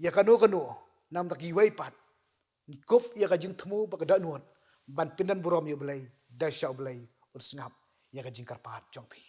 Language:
Khasi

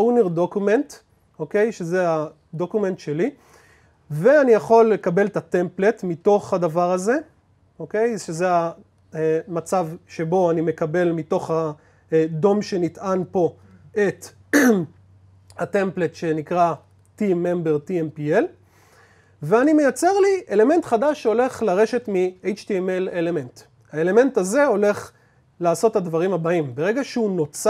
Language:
Hebrew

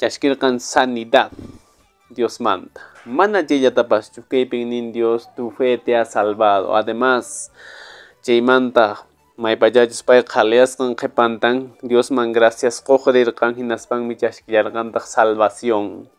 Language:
Quechua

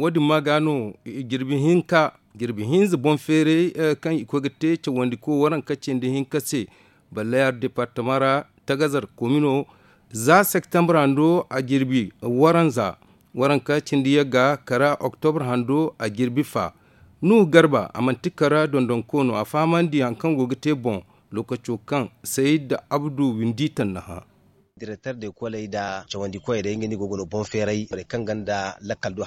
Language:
Zarma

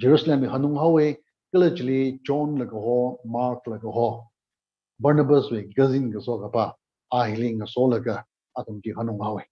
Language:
Tangkhul Naga (India)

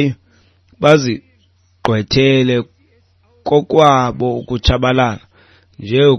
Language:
Xhosa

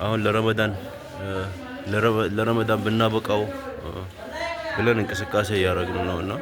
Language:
Amharic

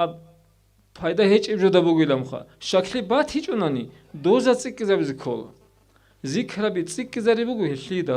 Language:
Avaric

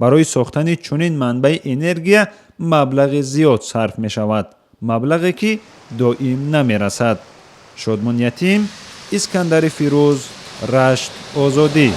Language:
Tajik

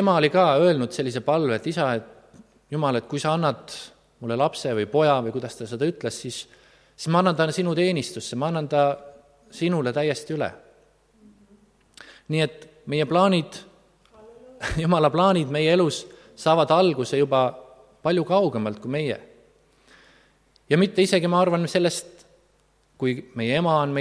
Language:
Estonian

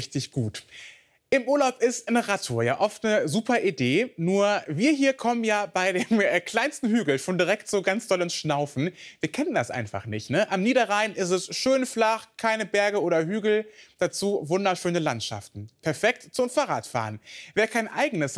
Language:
German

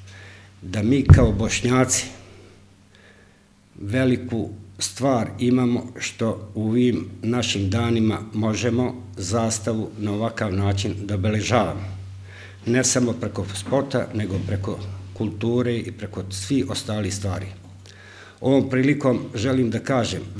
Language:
Bosnian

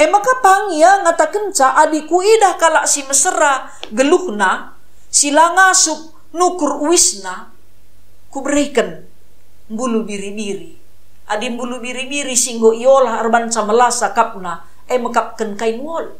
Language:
Batak Karo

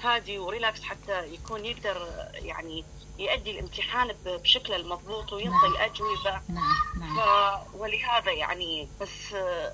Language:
Mesopotamian Arabic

